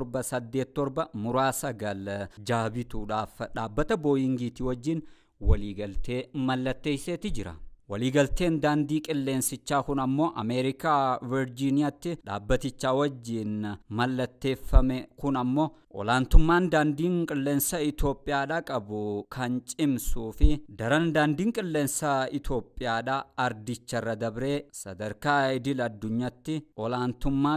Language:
Oromo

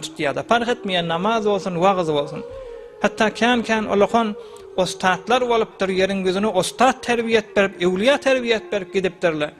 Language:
Turkmen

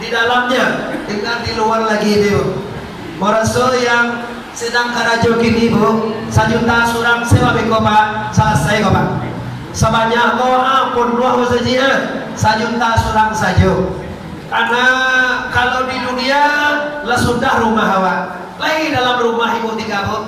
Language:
Minangkabau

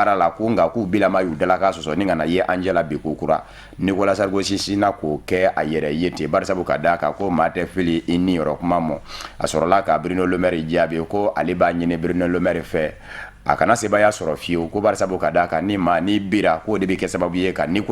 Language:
Bambara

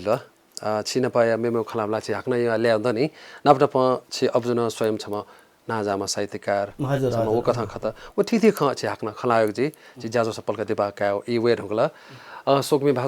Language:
Newari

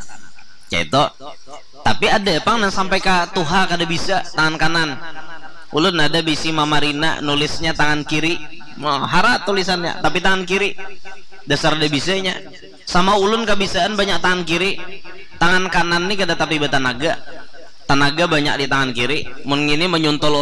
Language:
Banjar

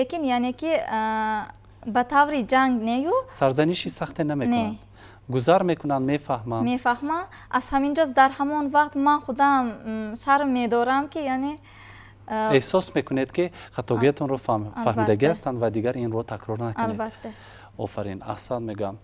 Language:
Tajik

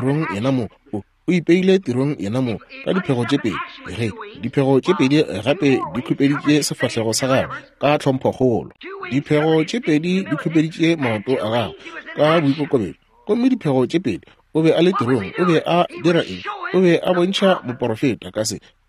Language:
Northern Sotho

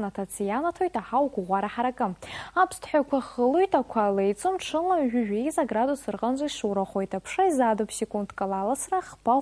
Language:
Abkhazian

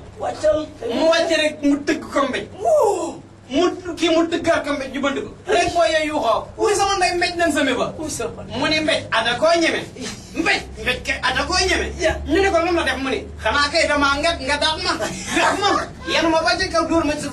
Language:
Wolof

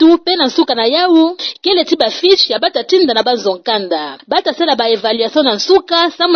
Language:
Kituba (Democratic Republic of Congo)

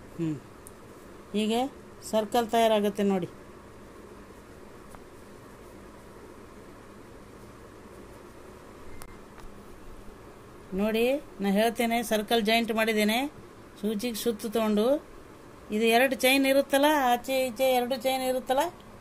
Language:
Kannada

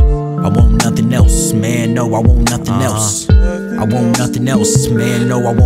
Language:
English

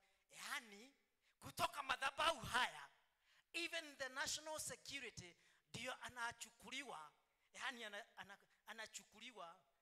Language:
Swahili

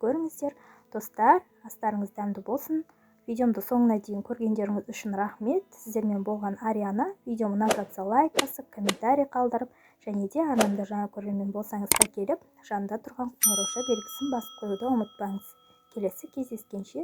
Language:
Kazakh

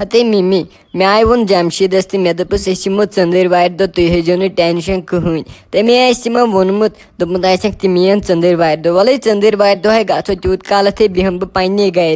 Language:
Kashmiri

